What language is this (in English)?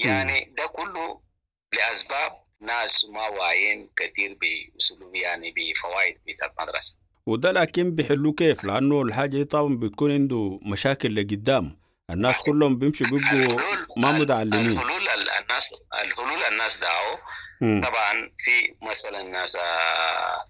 Sudanese Arabic